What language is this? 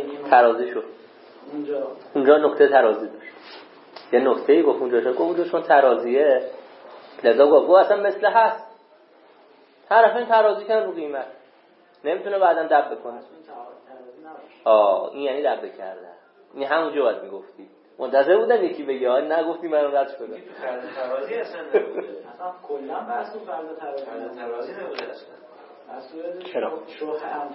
Persian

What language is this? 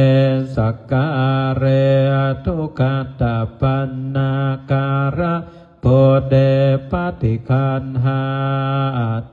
Pali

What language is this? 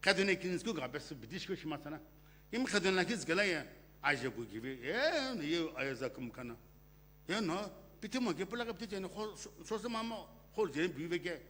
Sumi Naga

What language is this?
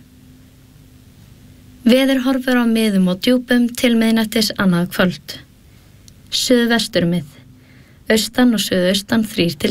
Icelandic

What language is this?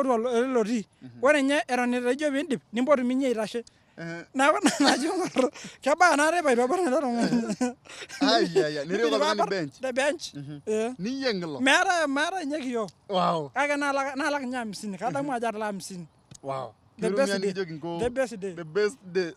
Masai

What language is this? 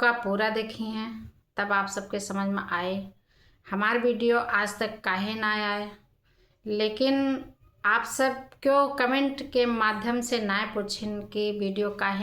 Awadhi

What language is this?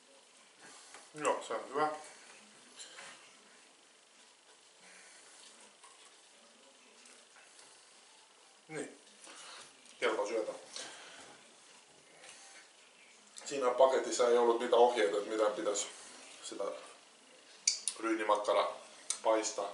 Finnish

